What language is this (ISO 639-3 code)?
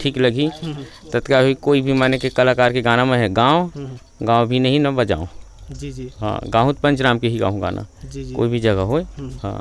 hne